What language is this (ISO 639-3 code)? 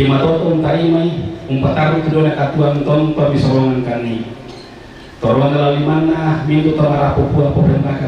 sda